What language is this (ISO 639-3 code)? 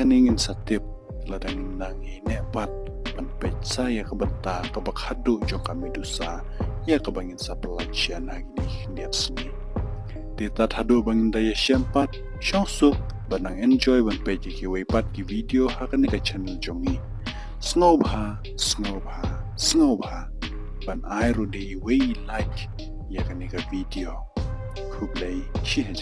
kha